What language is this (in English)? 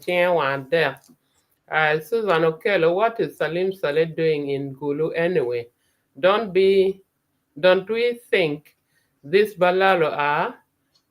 Acoli